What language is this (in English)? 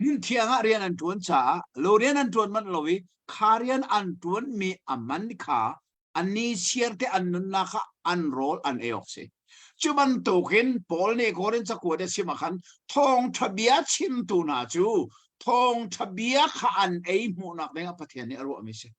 Hakha Chin